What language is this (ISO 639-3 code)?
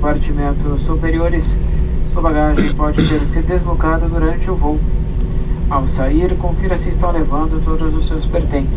por